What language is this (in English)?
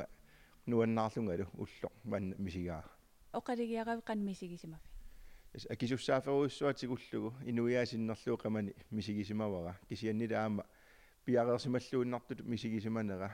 Kalaallisut